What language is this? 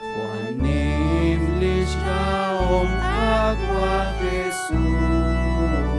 Kekchí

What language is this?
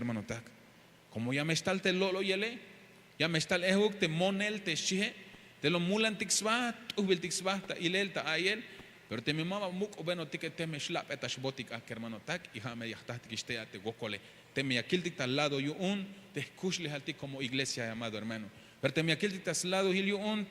Tzeltal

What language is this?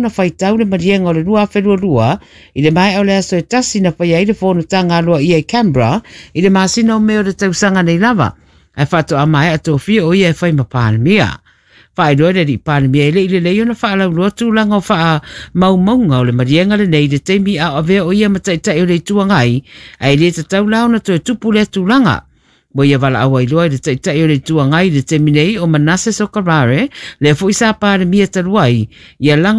Samoan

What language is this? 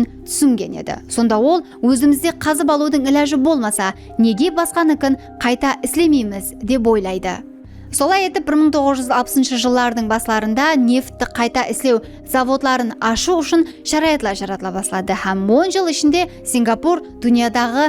Kara-Kalpak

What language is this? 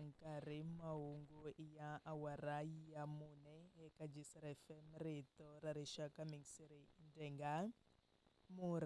Tsonga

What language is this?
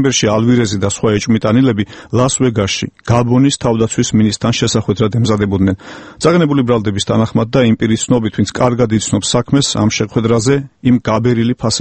Georgian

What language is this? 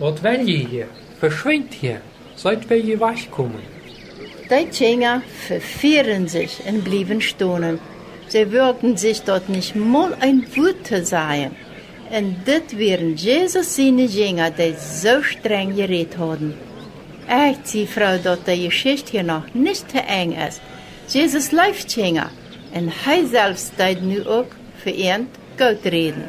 Plautdietsch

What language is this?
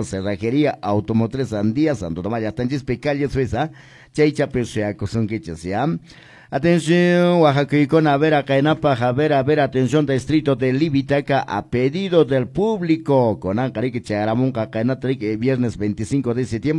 Quechua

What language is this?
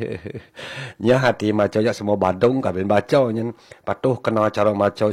Balinese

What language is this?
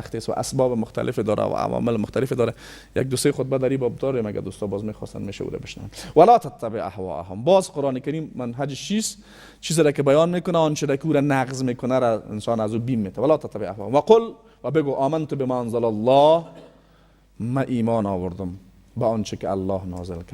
Persian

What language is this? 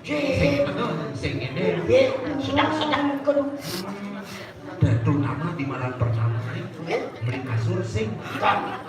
Balinese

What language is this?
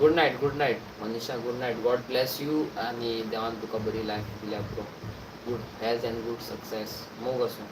Konkani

